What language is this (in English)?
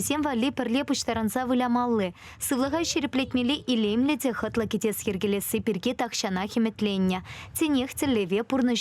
Chuvash